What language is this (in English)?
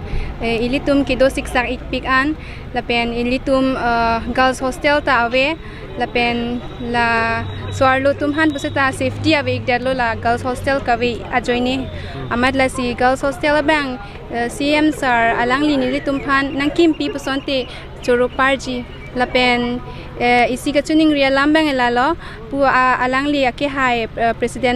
Karbi